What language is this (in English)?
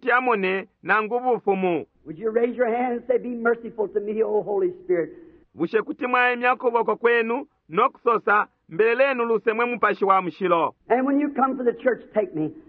Bemba